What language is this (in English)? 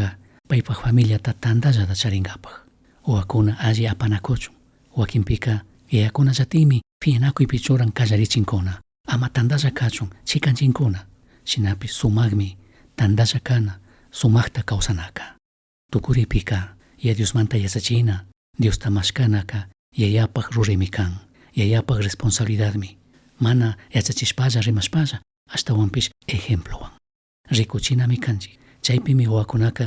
Chimborazo Highland Quichua